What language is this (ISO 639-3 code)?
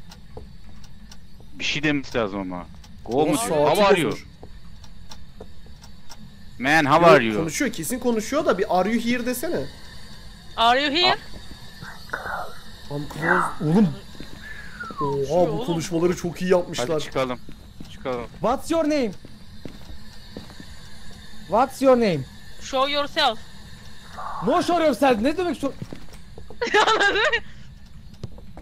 tur